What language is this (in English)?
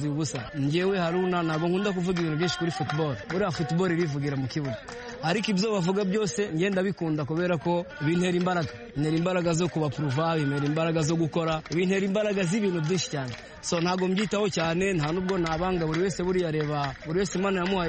Kinyarwanda